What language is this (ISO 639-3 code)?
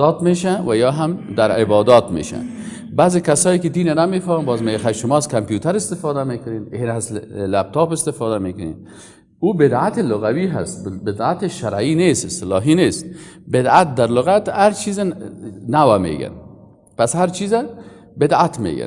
fas